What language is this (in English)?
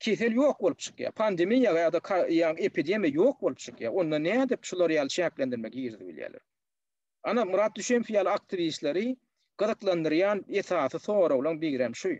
Turkmen